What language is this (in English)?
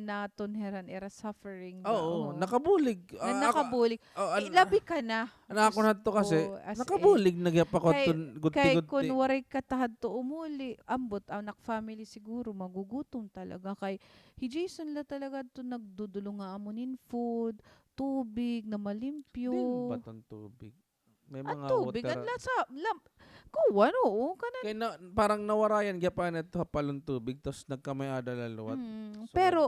Waray